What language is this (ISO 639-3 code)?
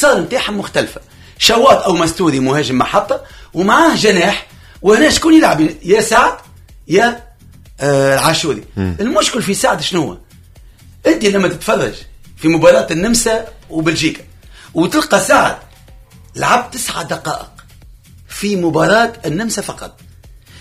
aeb